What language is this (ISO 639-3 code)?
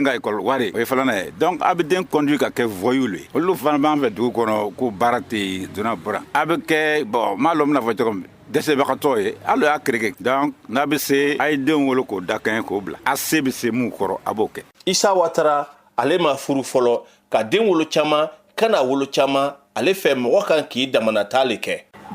bam